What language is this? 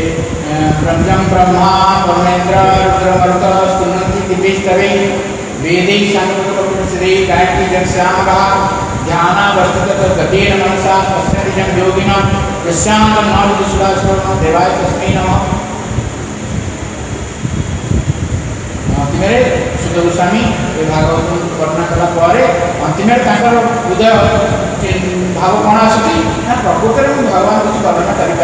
Odia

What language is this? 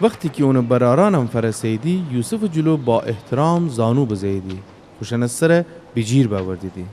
Gilaki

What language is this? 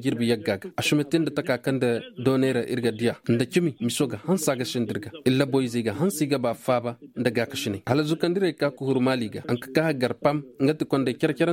Koyraboro Senni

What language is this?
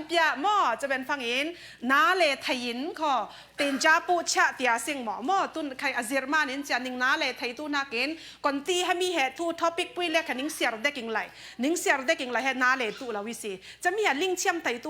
Falam Chin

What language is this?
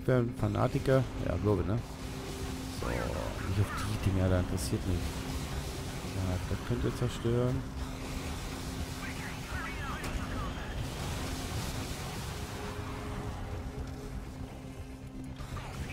German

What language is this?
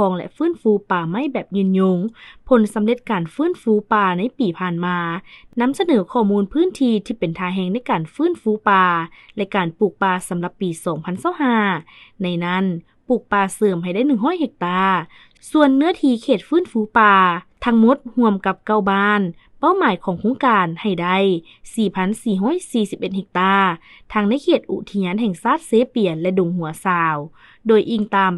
Lao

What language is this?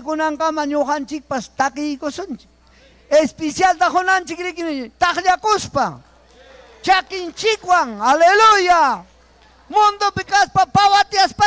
Ayacucho Quechua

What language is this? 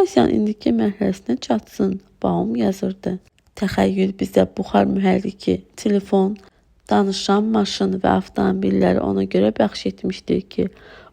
Azerbaijani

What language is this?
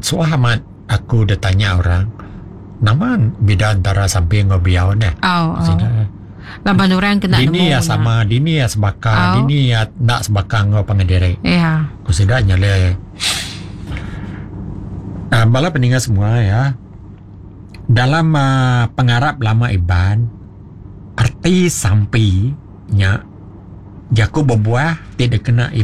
Iban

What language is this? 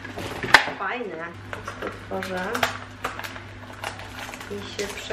Polish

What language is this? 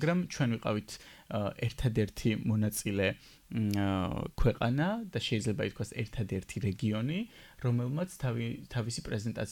Georgian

